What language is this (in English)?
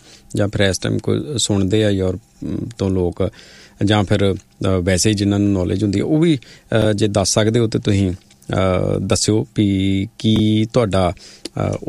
Punjabi